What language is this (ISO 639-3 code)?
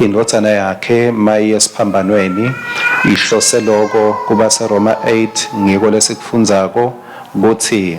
ssw